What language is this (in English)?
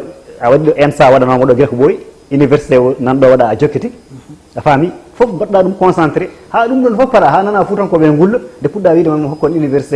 Fula